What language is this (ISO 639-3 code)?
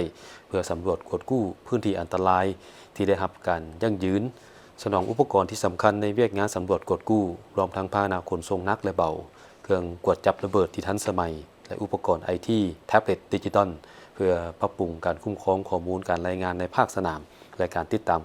lao